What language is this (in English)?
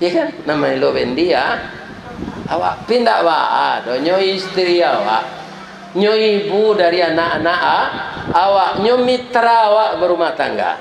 Minangkabau